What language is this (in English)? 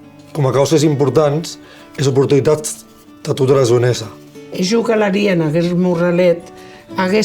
Occitan